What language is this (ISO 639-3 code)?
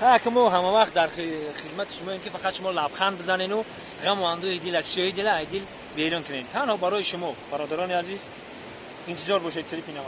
tgk